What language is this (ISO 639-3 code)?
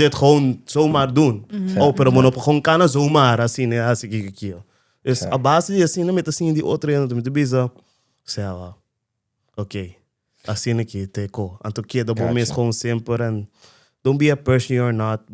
pap